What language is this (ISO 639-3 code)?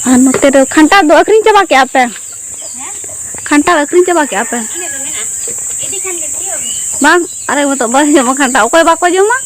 sat